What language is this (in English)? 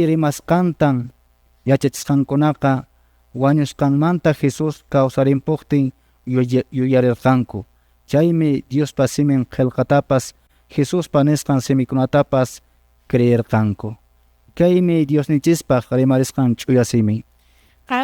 Quechua